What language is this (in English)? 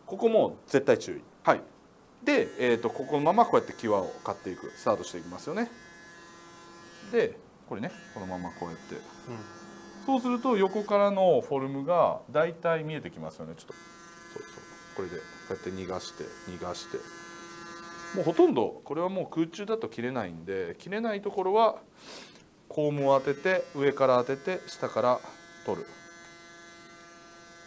Japanese